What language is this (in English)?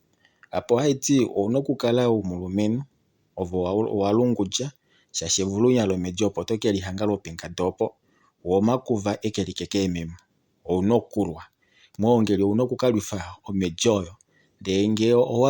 Kuanyama